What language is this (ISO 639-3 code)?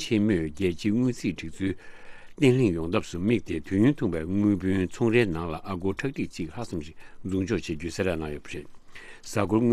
bod